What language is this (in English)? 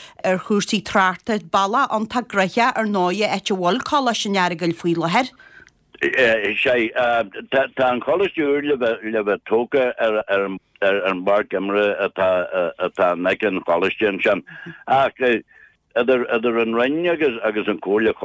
Irish